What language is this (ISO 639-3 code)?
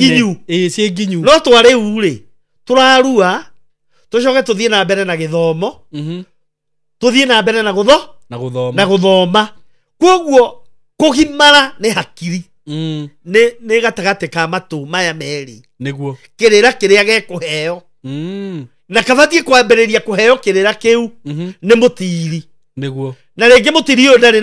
kik